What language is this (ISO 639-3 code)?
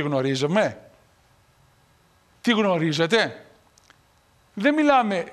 ell